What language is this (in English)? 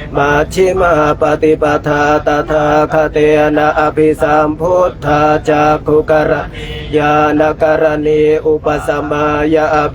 Pali